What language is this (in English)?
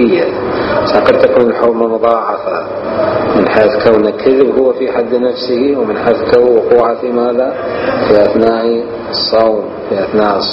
Mesopotamian Arabic